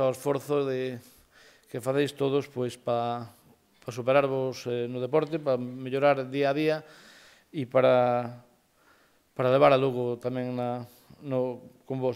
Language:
Galician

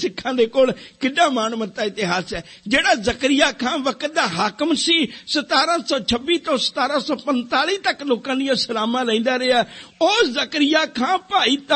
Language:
Punjabi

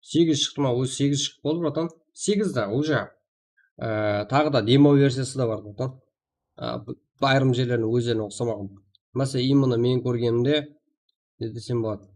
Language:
Kara-Kalpak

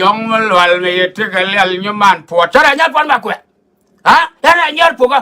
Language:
Nuer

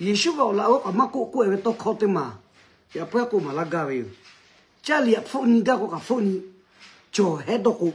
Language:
Lahu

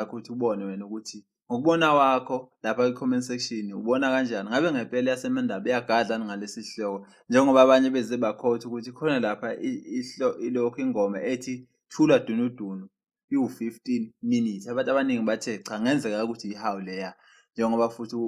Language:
Zulu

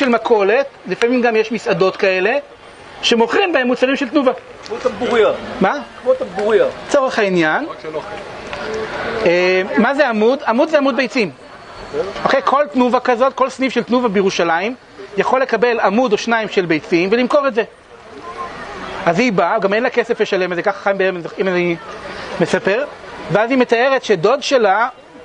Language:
Hebrew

